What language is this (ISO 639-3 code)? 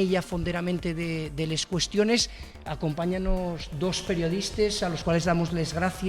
ast